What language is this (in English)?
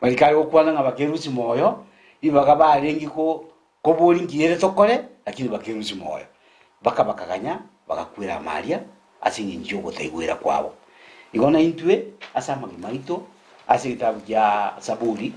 Gusii